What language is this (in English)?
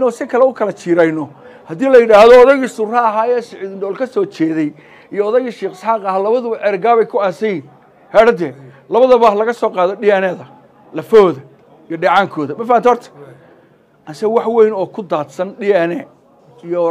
Somali